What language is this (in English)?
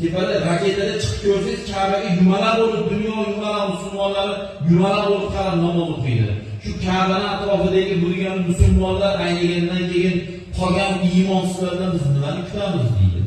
Uzbek